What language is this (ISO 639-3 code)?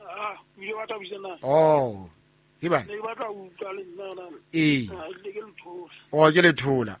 sot